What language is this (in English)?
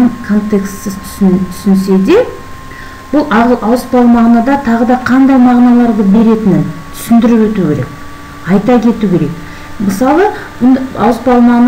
Kazakh